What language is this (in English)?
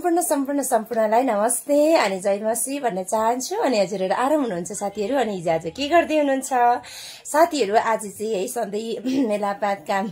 Nepali